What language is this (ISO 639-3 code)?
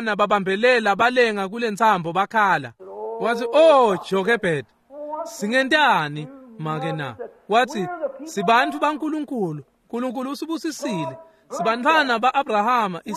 ssw